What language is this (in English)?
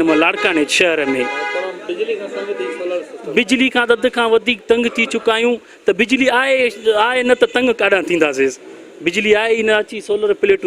Sindhi